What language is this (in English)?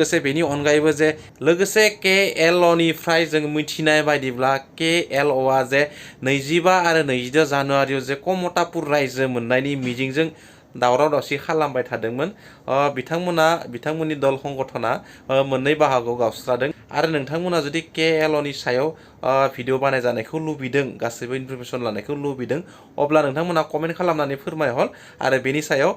Bodo